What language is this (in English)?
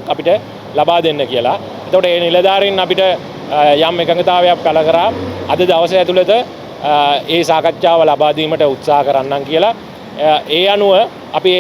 Sinhala